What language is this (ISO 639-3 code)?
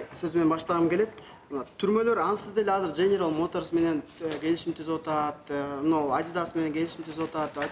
kir